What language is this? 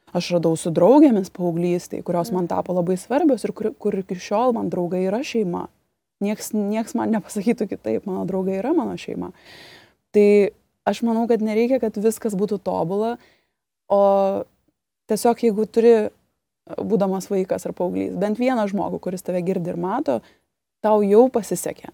Lithuanian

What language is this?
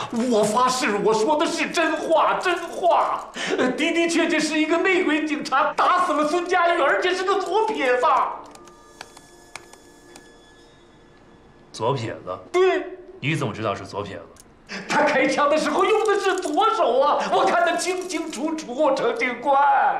Chinese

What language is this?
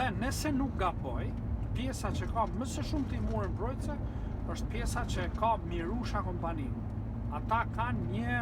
Albanian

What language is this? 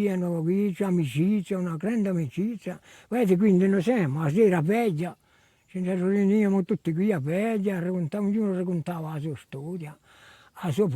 Corsican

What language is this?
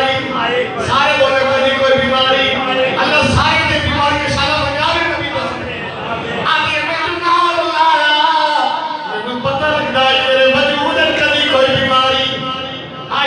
Saraiki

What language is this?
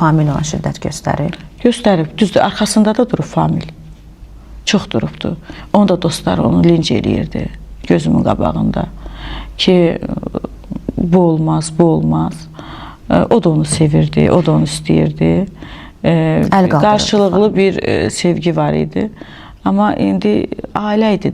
Azerbaijani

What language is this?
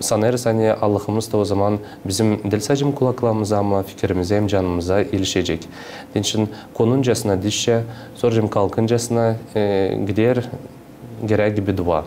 Gagauz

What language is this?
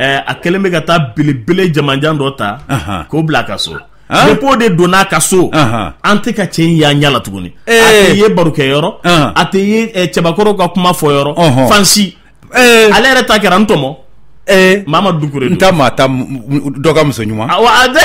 Bambara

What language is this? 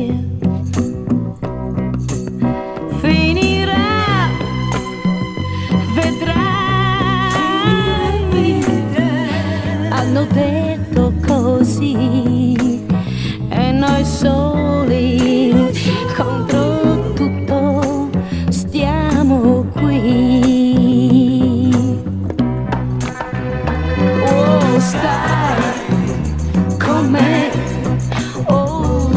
Italian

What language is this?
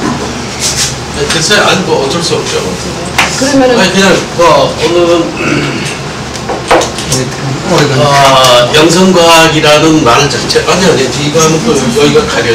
Korean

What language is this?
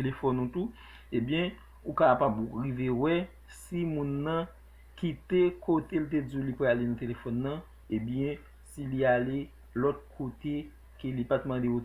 Haitian Creole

